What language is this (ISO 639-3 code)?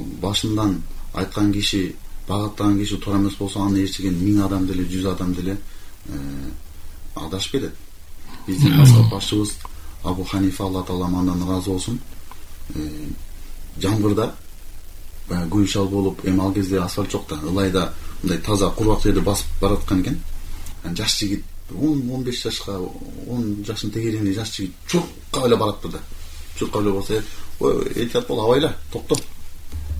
kir